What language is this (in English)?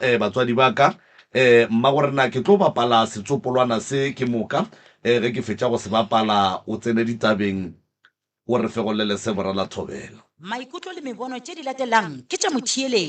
Northern Sotho